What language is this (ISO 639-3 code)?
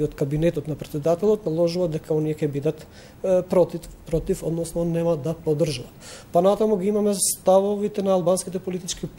mkd